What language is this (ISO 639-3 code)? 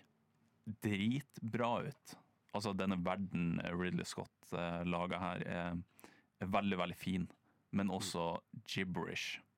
nor